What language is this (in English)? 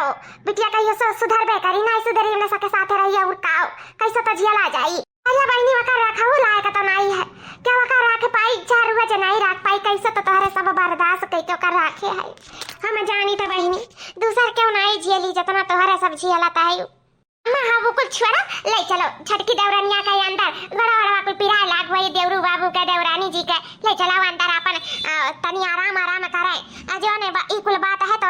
Awadhi